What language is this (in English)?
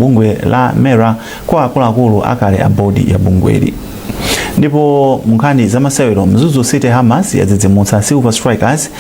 Nyanja